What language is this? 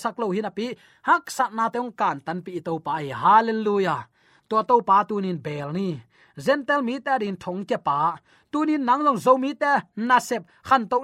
Tedim Chin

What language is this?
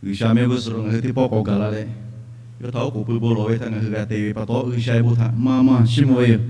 Lahu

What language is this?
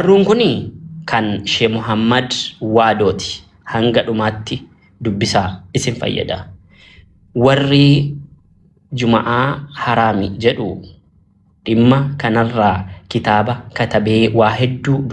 Oromo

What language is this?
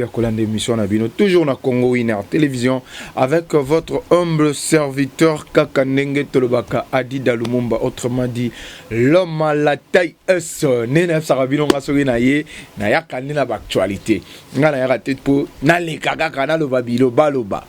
Lingala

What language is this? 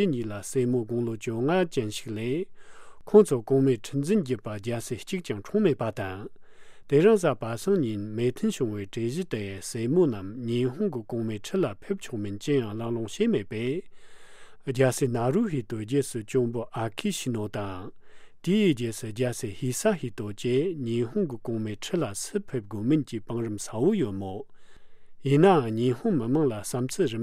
Tibetan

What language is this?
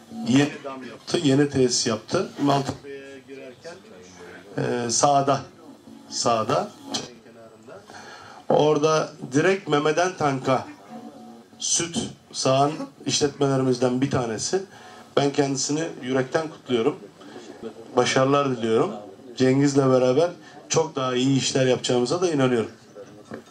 Turkish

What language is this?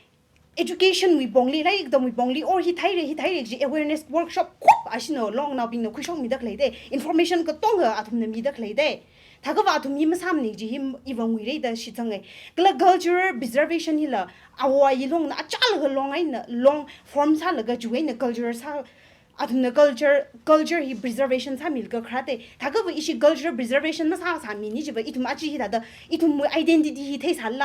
Tangkhul Naga (India)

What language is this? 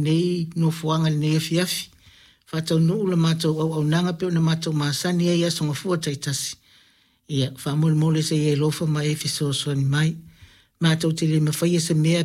Samoan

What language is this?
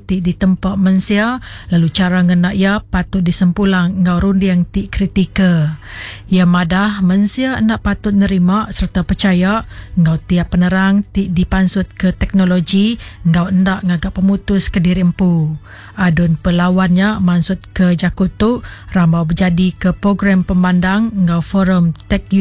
Iban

